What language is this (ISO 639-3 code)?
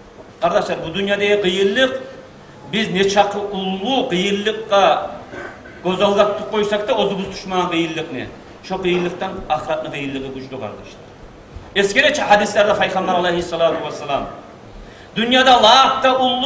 kum